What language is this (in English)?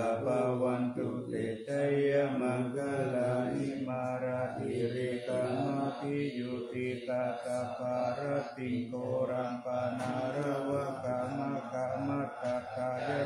Pali